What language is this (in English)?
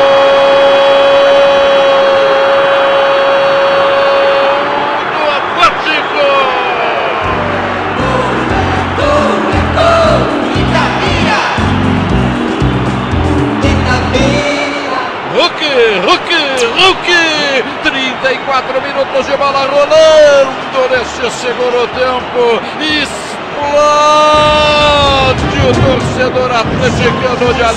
Portuguese